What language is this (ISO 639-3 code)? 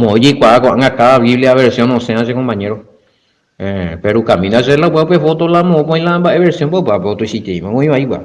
grn